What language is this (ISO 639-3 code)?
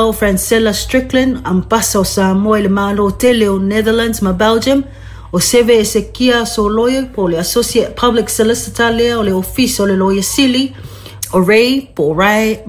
smo